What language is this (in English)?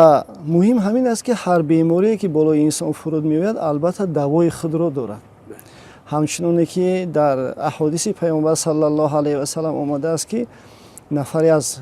Tajik